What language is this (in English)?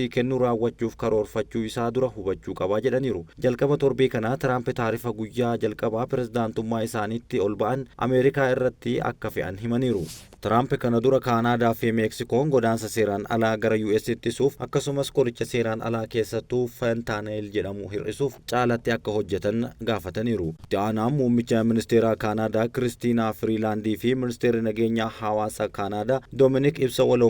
Oromo